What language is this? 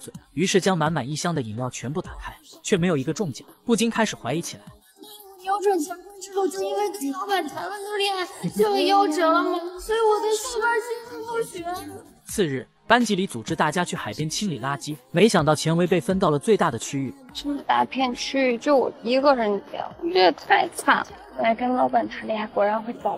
Chinese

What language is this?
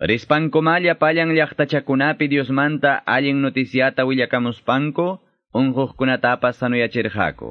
Ayacucho Quechua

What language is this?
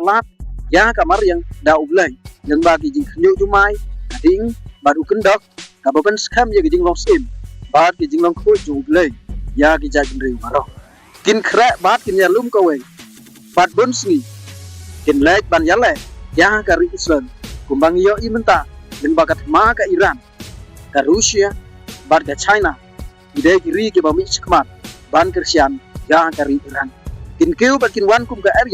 Khasi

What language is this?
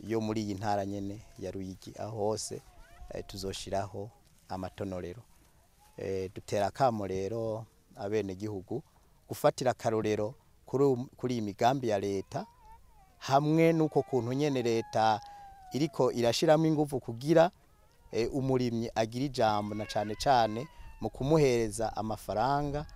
Rundi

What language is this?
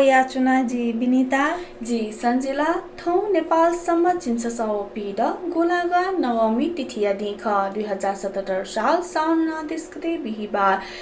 Newari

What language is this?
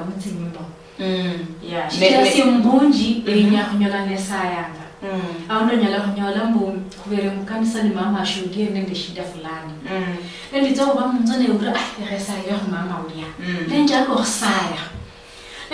Luyia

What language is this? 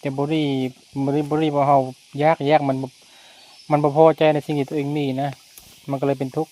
Lao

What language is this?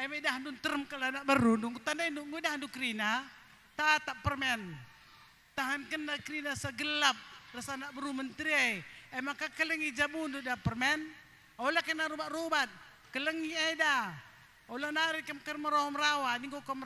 Batak Karo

